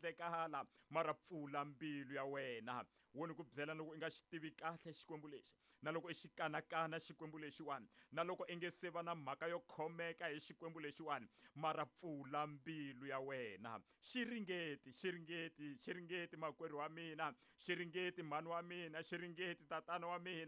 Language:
Tsonga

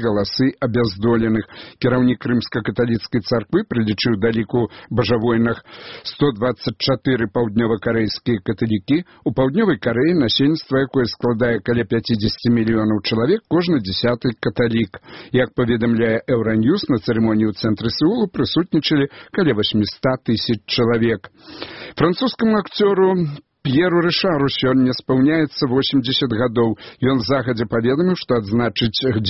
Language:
Belarusian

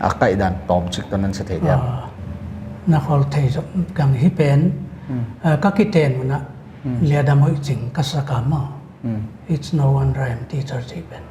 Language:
Paite Chin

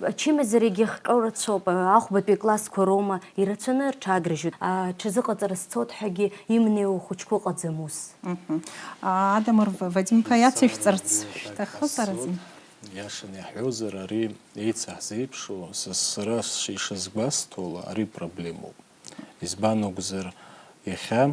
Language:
Abkhazian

